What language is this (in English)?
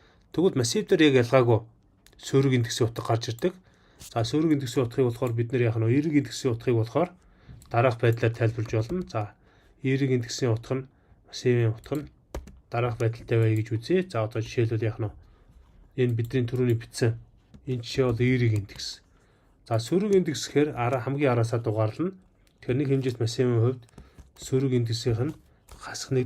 Mongolian